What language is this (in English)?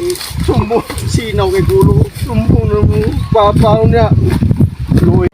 Cebuano